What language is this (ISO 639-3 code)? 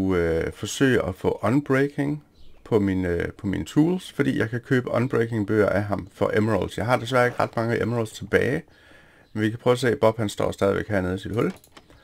dan